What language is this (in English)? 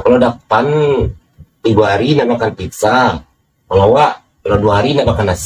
Minangkabau